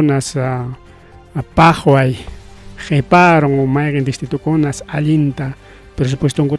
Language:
Ayacucho Quechua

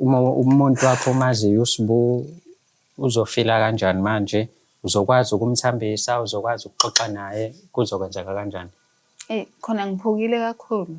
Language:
Zulu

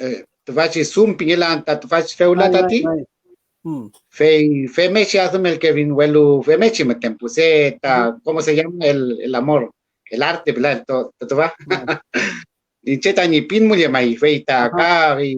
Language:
Mapuche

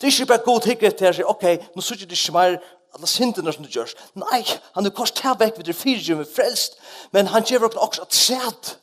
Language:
Faroese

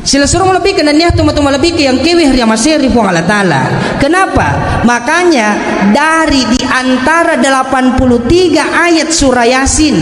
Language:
Buginese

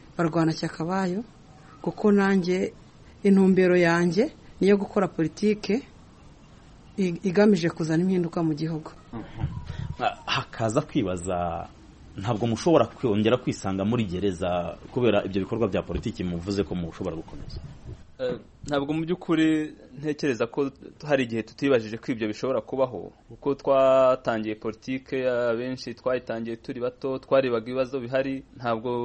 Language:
Kinyarwanda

